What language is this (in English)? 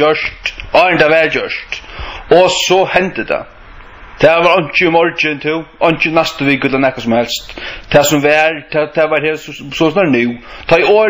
Faroese